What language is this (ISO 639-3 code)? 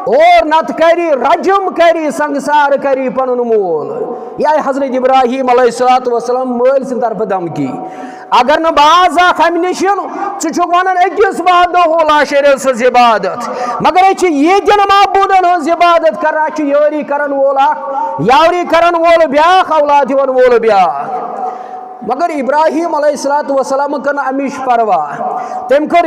kas